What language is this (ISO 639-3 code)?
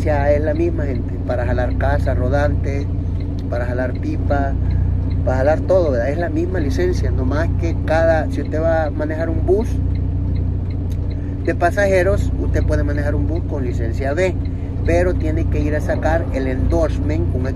spa